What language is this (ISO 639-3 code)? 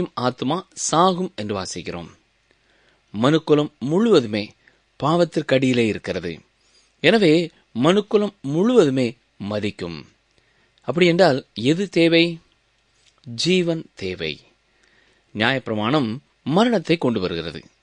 tam